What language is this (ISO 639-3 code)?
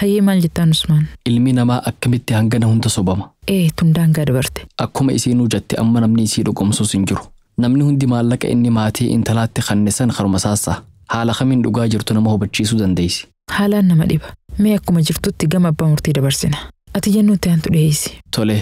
orm